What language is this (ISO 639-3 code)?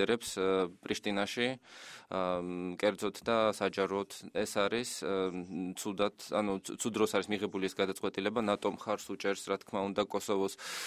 kat